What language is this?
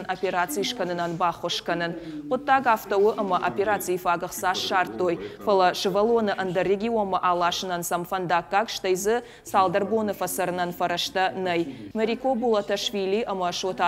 Ossetic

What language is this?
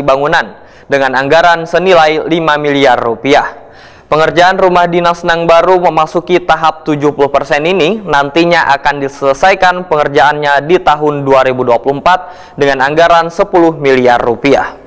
Banjar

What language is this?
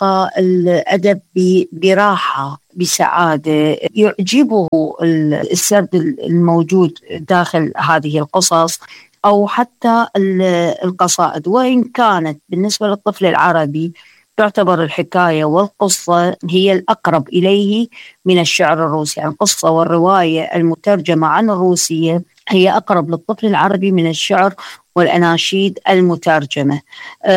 Arabic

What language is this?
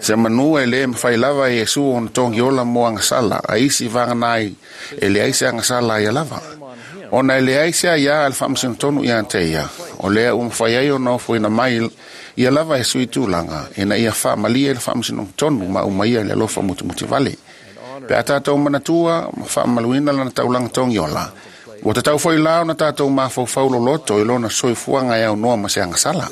Samoan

